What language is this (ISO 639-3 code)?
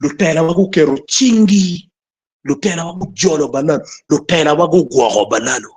ach